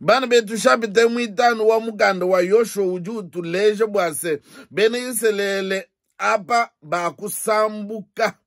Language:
Luba-Lulua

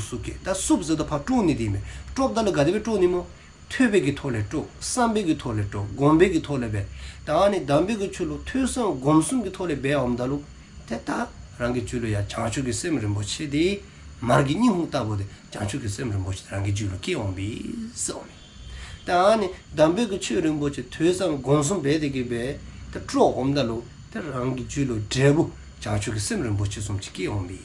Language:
Dzongkha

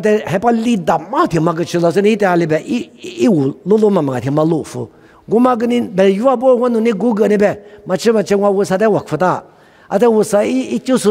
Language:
Lisu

